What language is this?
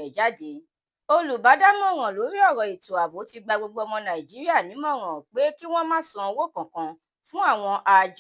Yoruba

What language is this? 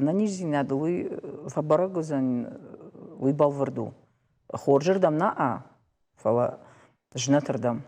Ossetic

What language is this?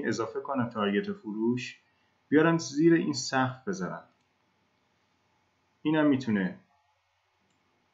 Persian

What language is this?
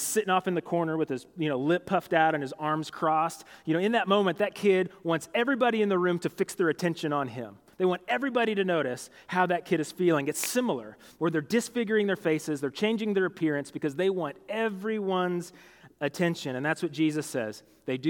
English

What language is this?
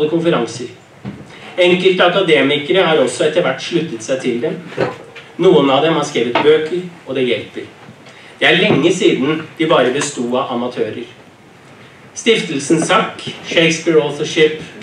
Norwegian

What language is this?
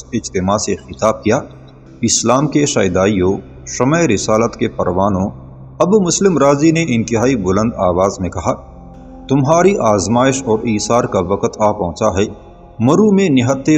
Urdu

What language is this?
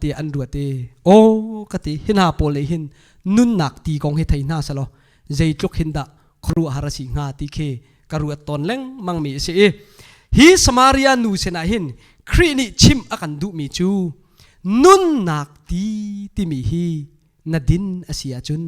Hakha Chin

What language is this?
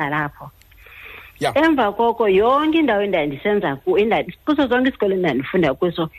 Xhosa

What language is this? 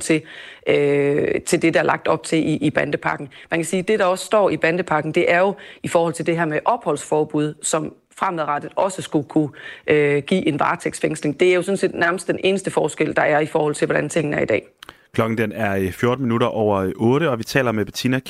Danish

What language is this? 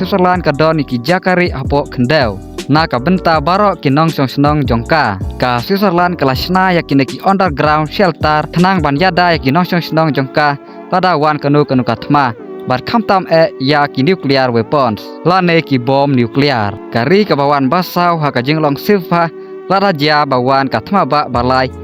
Khasi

